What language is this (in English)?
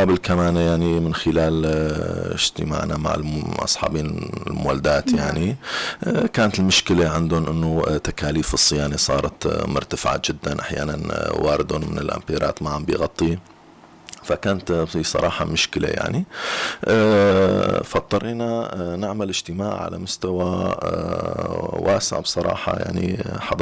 North Levantine Arabic